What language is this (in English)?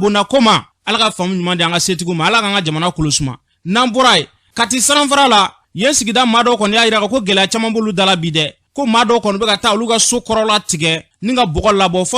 Bambara